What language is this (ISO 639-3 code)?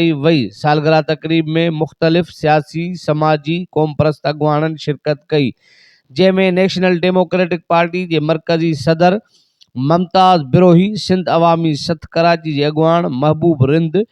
snd